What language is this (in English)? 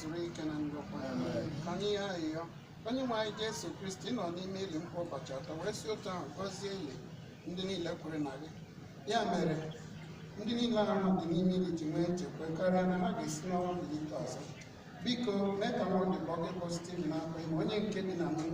Igbo